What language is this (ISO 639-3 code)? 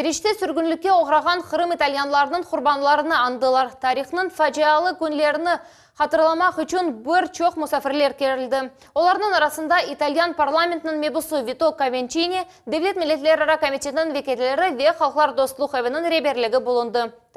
crh